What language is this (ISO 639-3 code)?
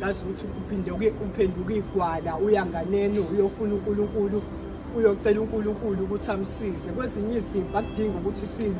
zul